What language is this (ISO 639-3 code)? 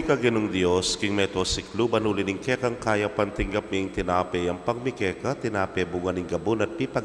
pam